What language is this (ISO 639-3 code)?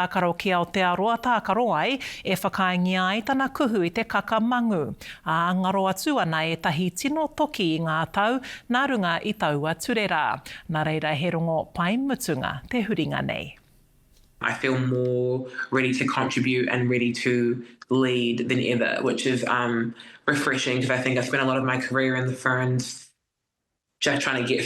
mri